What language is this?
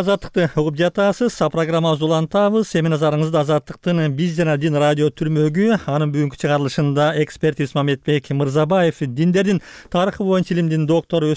Kyrgyz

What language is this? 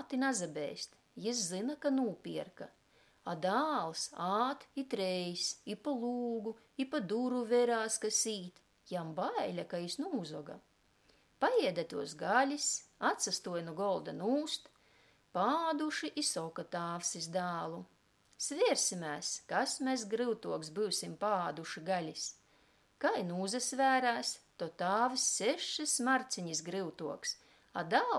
Latgalian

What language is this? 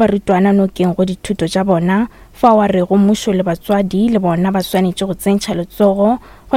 Northern Sotho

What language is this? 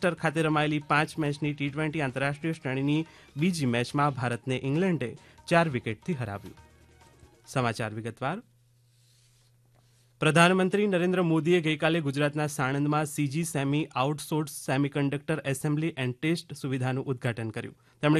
Gujarati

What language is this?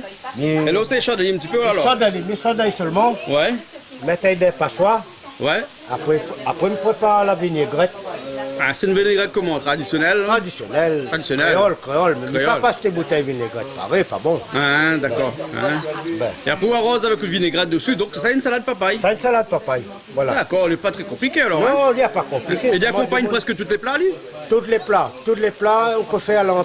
Réunion Creole French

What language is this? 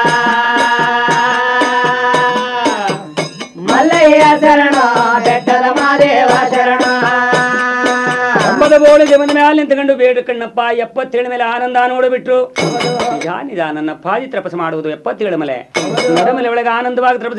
Kannada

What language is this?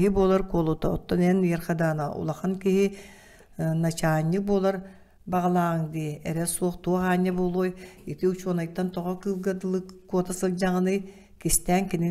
Yakut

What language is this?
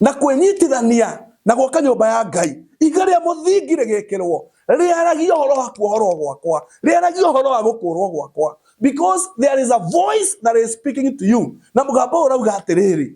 Kikuyu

